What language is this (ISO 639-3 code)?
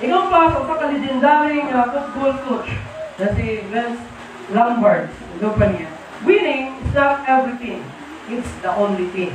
ceb